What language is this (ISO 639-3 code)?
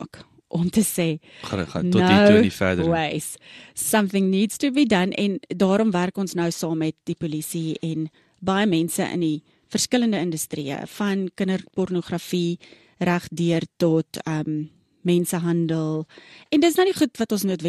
afr